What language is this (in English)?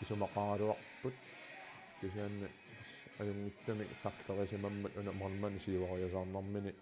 Kalaallisut